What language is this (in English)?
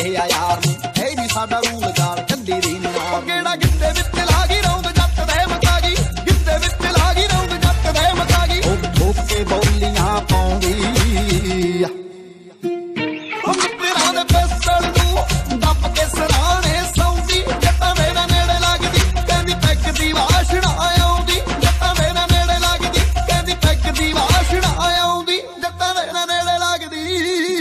Punjabi